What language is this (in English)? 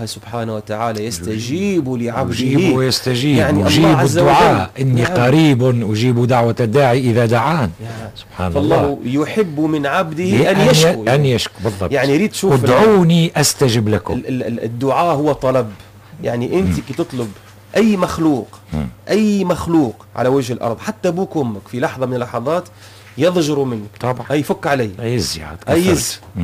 Tunisian Arabic